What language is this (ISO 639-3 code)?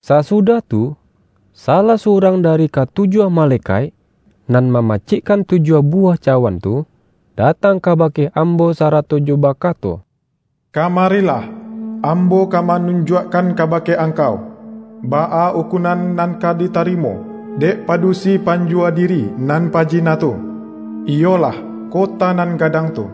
min